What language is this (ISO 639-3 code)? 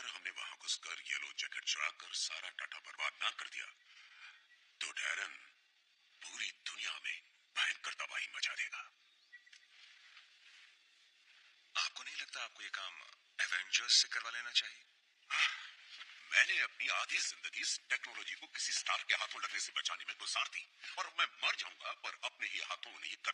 hin